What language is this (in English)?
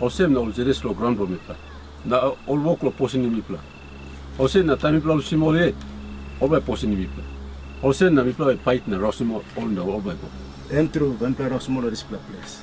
Tok Pisin